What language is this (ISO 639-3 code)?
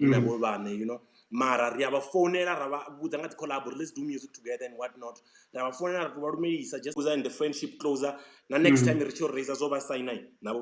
ven